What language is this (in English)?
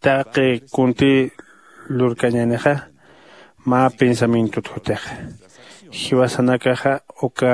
Aymara